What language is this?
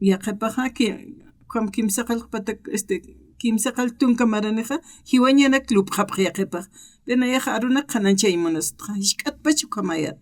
Aymara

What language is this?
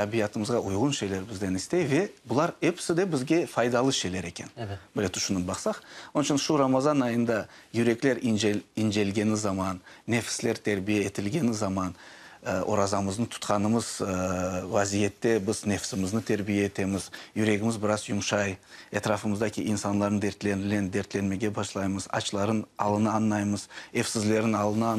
Crimean Tatar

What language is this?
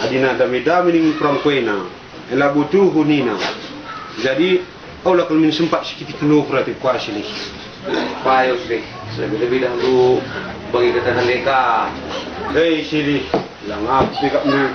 Batak Karo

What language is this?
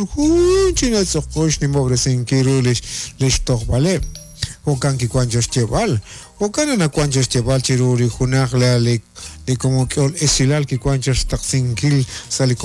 Kekchí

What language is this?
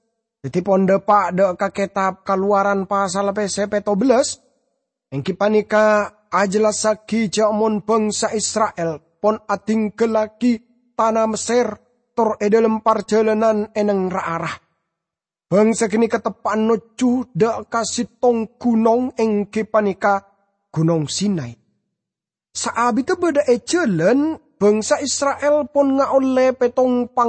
Madurese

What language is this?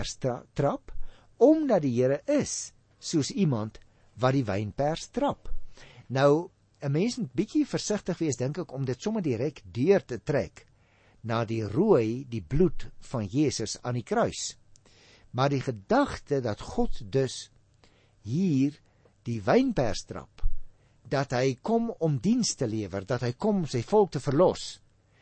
Afrikaans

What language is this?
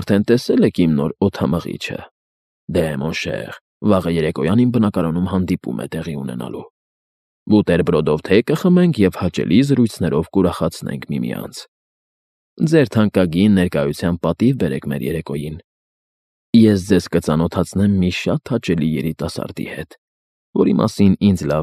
Armenian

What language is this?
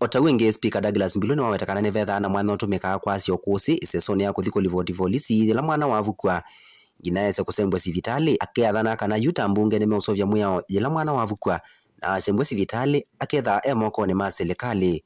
Kamba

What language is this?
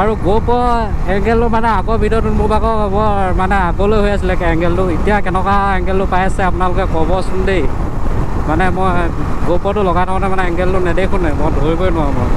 Assamese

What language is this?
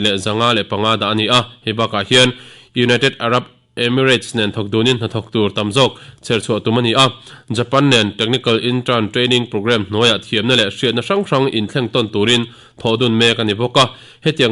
Mizo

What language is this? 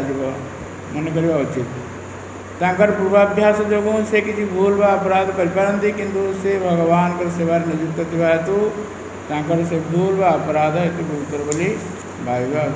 Odia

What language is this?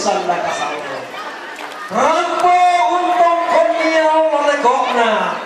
Toraja-Sa'dan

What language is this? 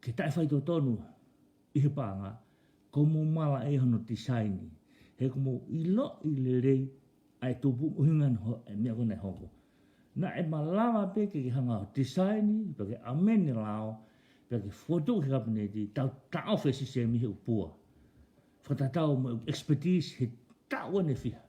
Tongan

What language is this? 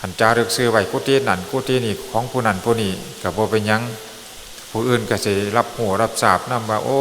Northeastern Thai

